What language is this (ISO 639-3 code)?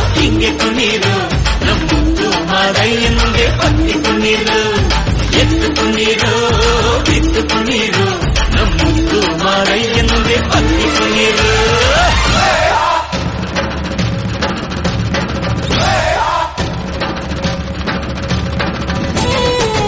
kan